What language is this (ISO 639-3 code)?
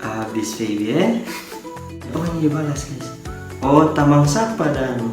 xmm